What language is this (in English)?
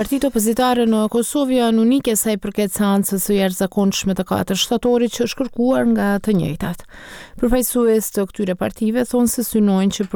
Albanian